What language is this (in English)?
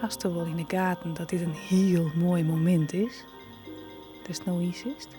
Western Frisian